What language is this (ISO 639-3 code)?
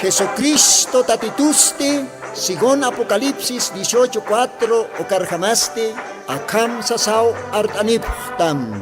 aym